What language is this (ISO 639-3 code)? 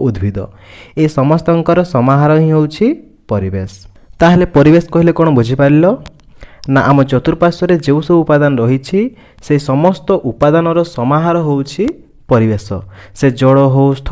ori